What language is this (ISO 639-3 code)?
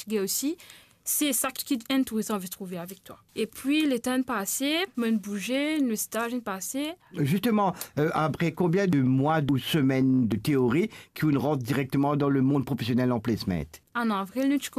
mfe